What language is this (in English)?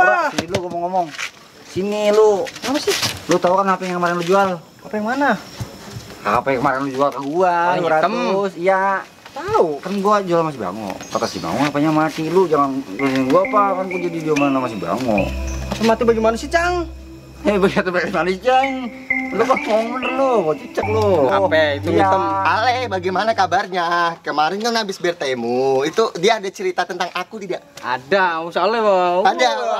Betawi